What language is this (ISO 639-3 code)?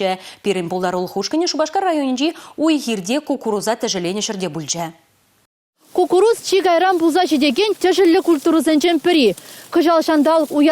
chv